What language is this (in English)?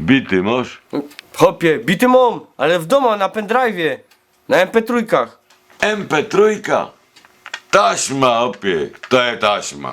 Silesian